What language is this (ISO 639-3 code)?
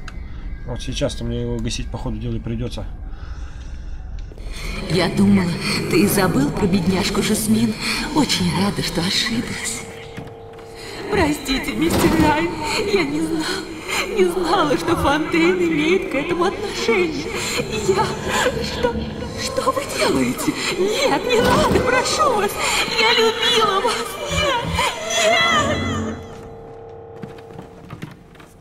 rus